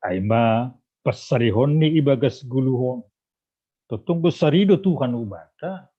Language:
Batak Simalungun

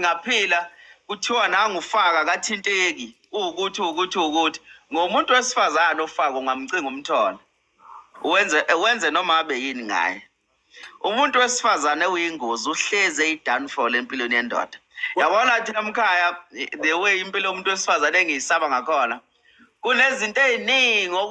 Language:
Zulu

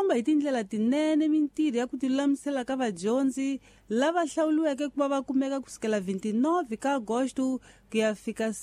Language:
Tsonga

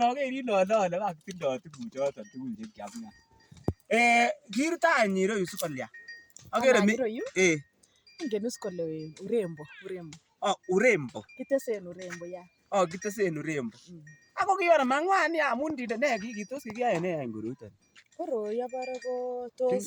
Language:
Kalenjin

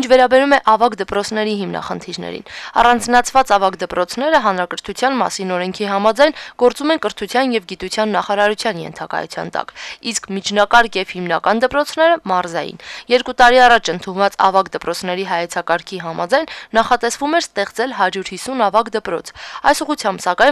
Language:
Armenian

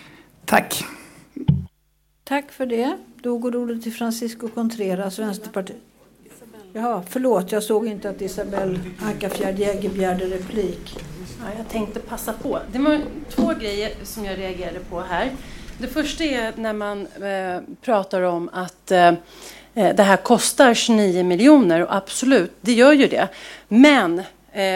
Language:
Swedish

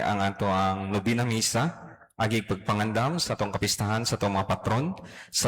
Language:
Cebuano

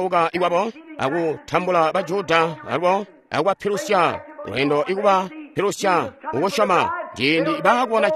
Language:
Tonga (Zambia)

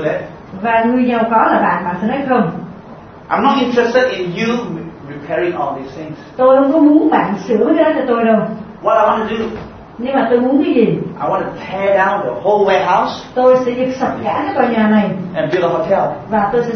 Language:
Vietnamese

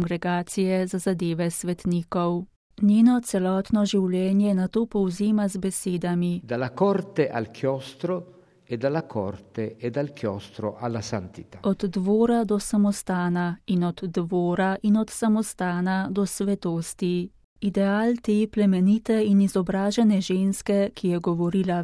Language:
Slovenian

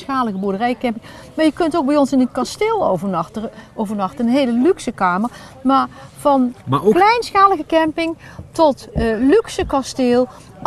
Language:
Dutch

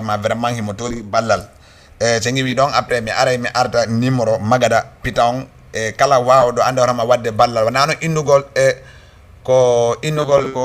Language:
Fula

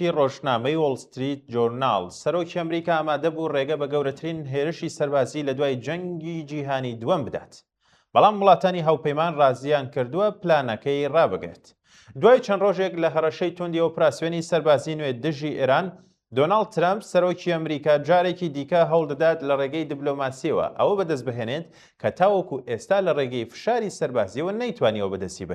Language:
Central Kurdish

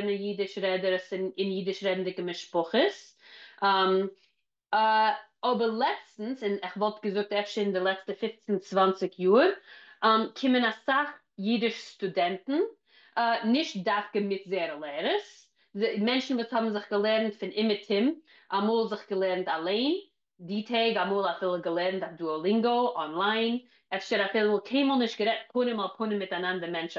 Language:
Yiddish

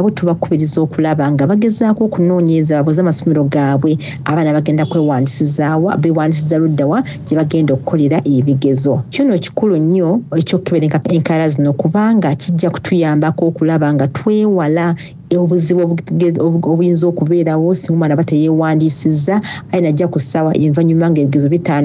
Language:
Soga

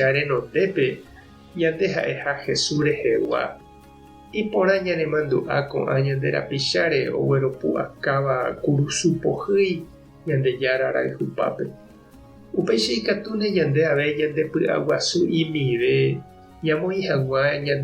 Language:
Guarani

